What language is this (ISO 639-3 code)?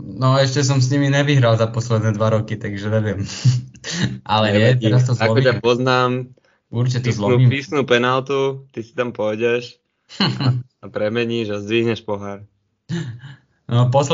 slk